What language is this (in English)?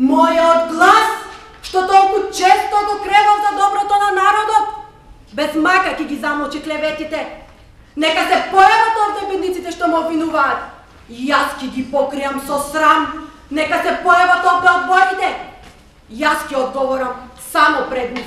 Macedonian